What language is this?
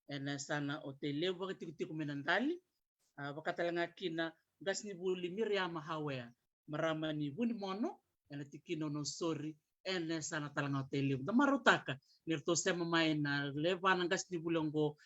Fijian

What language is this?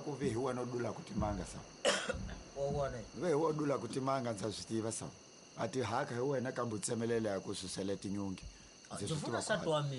Tsonga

